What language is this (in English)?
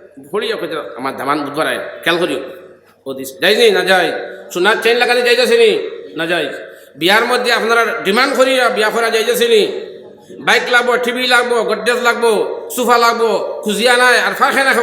Sylheti